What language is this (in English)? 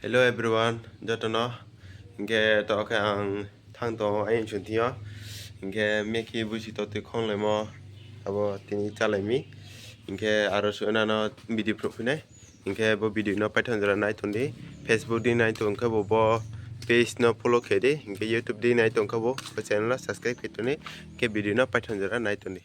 Kok Borok